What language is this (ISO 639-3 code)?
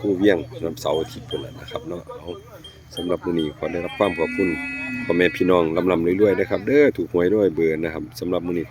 tts